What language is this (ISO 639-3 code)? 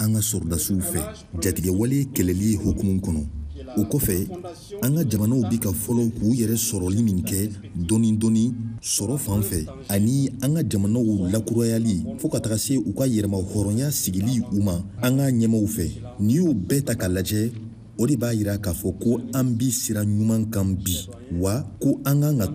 bam